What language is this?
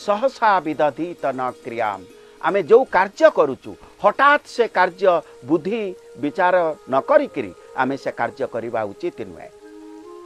Odia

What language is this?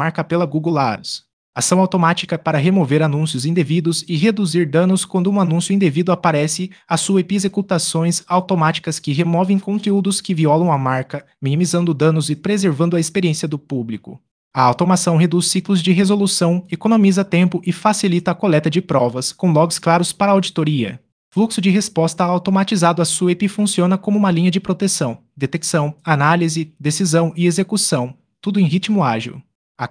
Portuguese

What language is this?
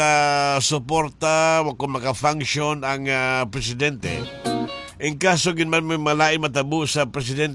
Hiligaynon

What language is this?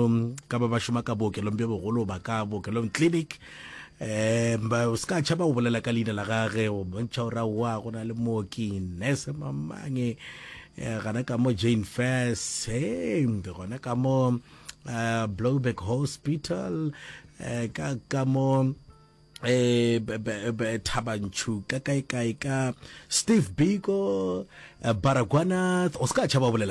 Northern Sotho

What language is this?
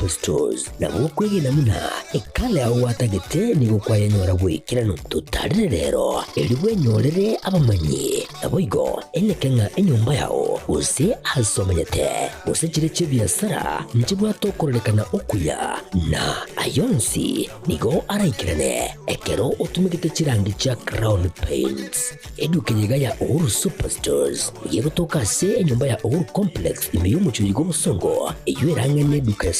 Gusii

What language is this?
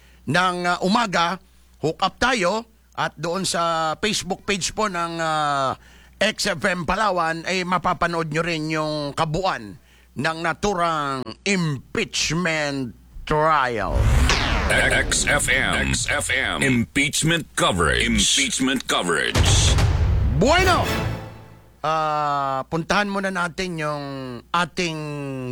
Filipino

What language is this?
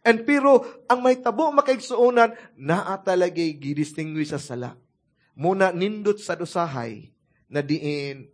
Cebuano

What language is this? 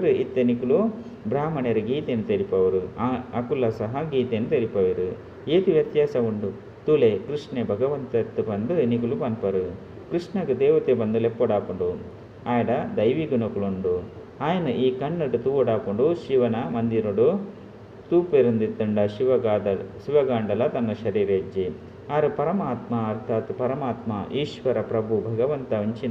Tulu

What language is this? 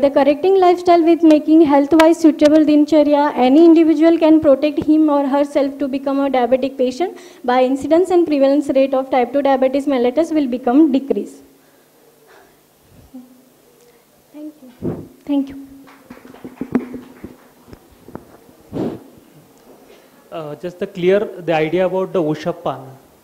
English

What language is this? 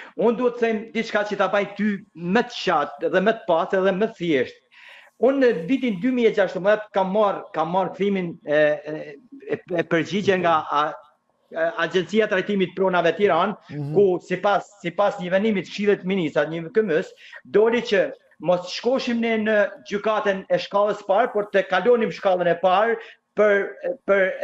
Albanian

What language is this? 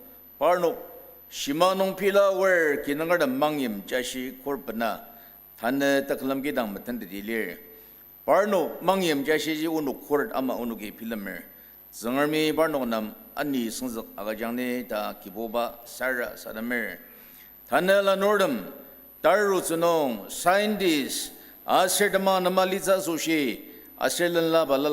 Ao Naga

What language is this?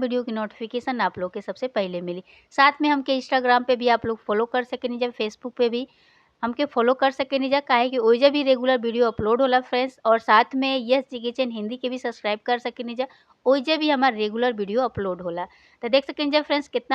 Bhojpuri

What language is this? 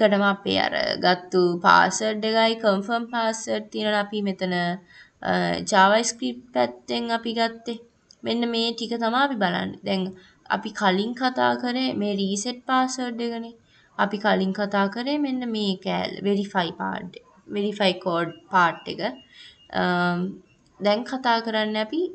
Sinhala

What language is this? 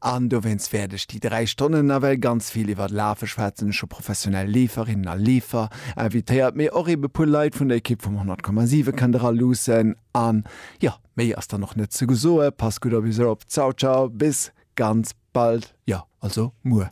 Luxembourgish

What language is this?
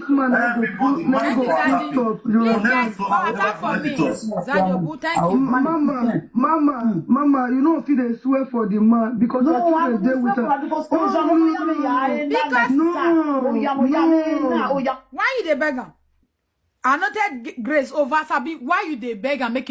Nigerian Pidgin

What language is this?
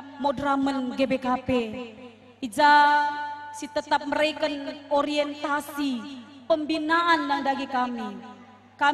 Batak Karo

